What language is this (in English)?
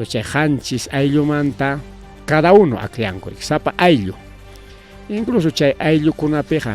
Ayacucho Quechua